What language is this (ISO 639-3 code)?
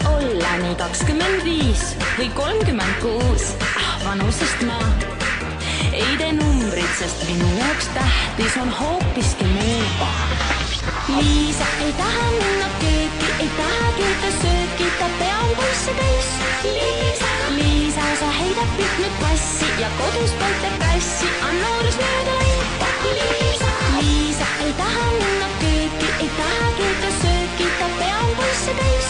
est